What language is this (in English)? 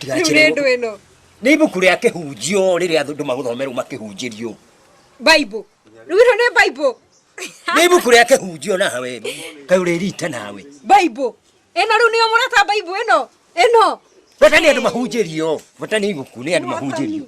Kikuyu